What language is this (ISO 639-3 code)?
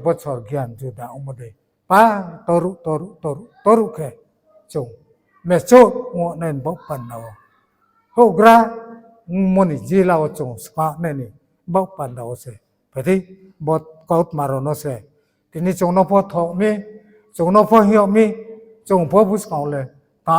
ria